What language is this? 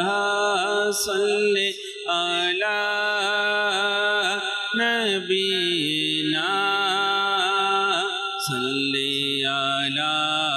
Bangla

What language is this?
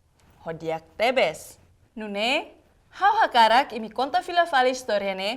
Tetum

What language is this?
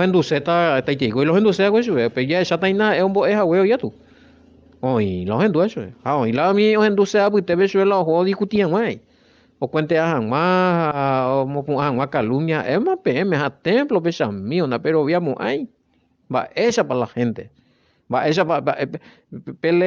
Guarani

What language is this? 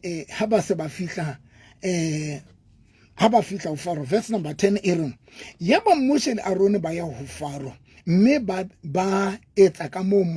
Southern Sotho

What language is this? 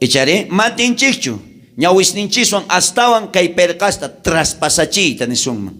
South Bolivian Quechua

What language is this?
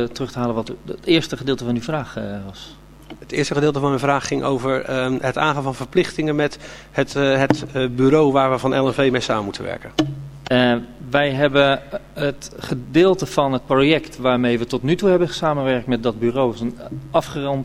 Dutch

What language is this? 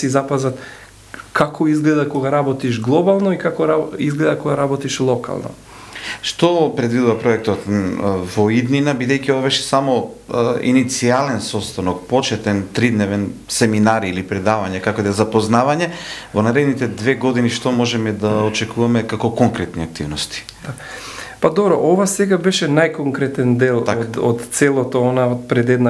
Macedonian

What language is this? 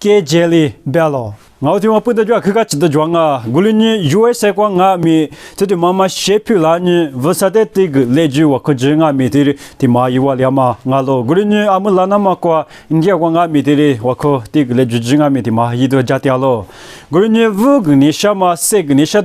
Lisu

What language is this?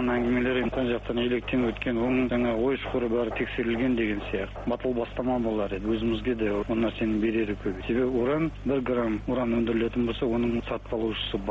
Kazakh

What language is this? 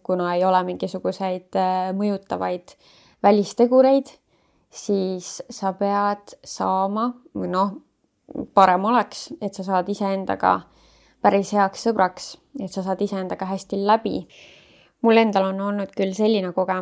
Estonian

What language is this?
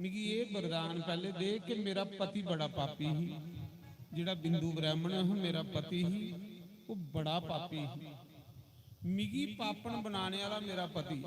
Dogri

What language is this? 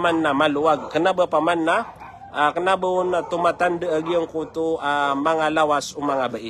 Maranao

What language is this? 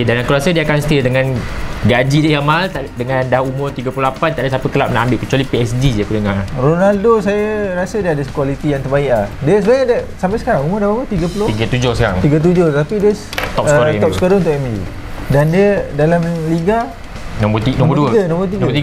Malay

